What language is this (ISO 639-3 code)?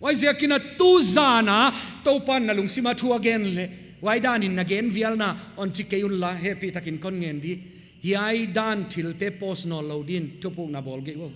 pck